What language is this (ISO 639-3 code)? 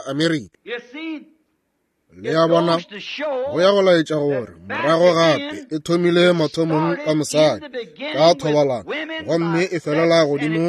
nso